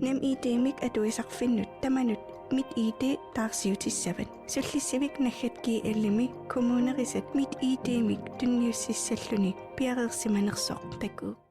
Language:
Kalaallisut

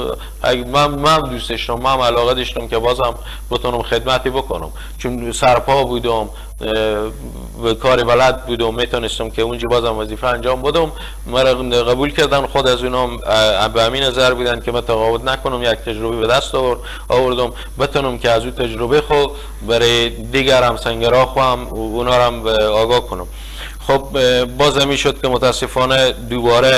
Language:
Persian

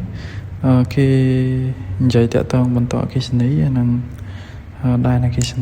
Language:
Khmer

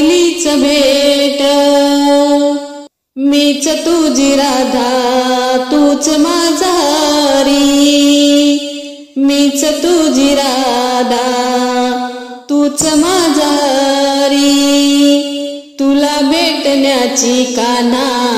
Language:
Marathi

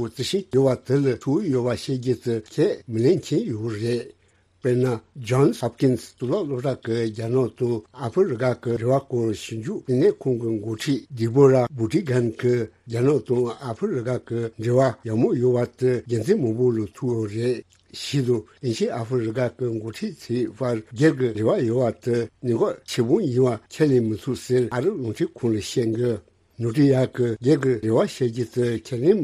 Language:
Tibetan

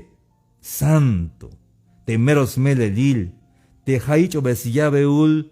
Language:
Tzeltal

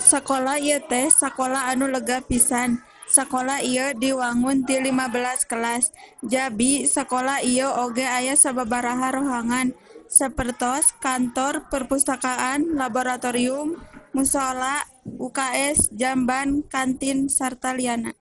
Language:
Sundanese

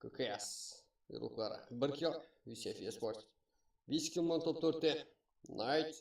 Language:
Kara-Kalpak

